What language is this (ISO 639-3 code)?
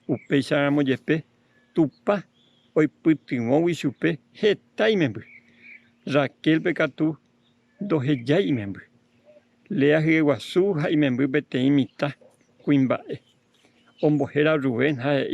grn